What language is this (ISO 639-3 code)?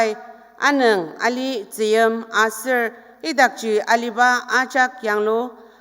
njo